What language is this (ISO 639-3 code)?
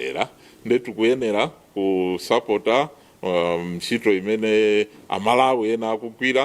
nya